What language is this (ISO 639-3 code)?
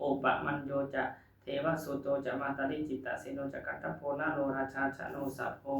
pli